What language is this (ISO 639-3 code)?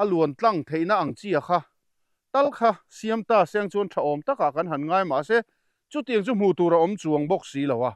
lus